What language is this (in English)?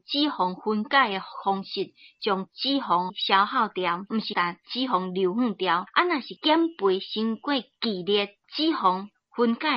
Min Nan Chinese